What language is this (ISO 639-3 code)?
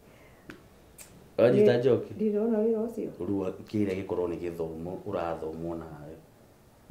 kik